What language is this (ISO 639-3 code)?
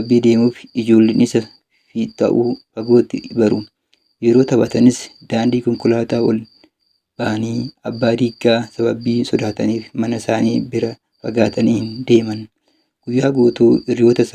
orm